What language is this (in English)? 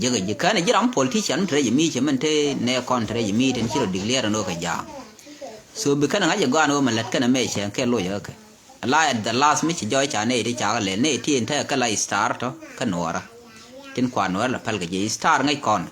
Nuer